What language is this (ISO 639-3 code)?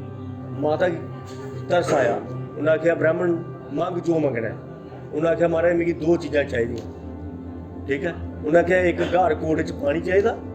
doi